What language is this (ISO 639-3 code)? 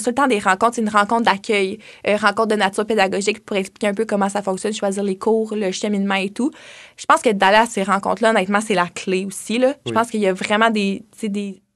fra